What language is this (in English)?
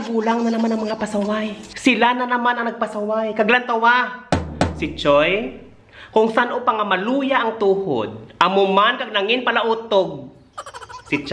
Hiligaynon